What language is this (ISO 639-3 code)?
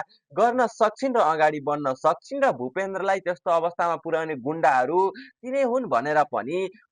nep